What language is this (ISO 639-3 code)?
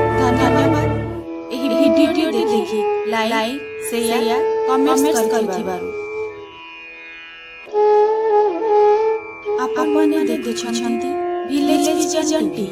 ori